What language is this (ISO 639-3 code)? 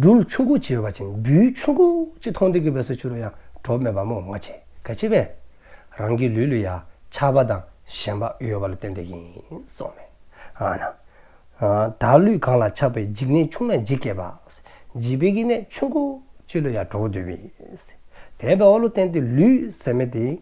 dzo